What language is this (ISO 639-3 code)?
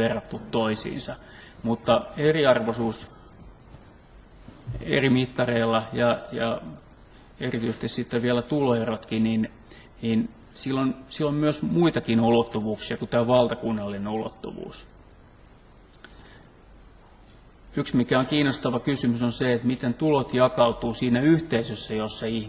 fin